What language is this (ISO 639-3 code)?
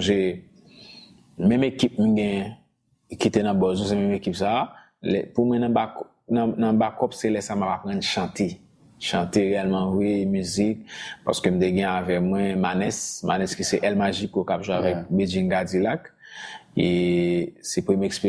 hat